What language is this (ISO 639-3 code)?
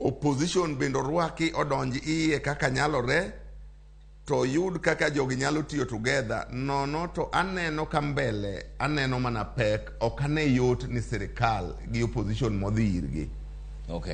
luo